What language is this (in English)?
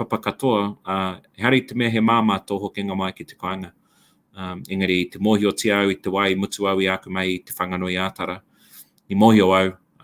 Māori